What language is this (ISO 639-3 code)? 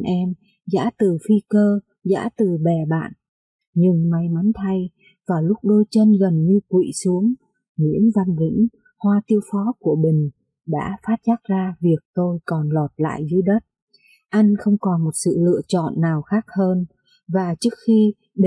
vie